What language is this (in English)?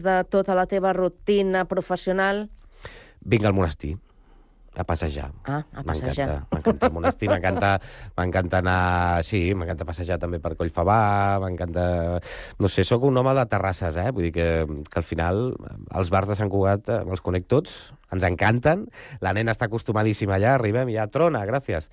Catalan